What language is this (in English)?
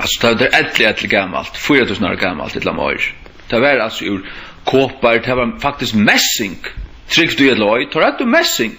Faroese